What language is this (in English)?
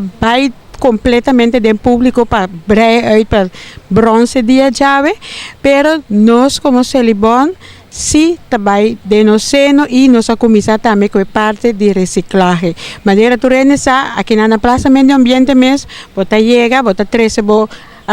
Papiamento